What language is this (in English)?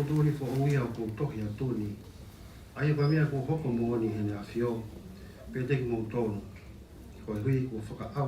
Tongan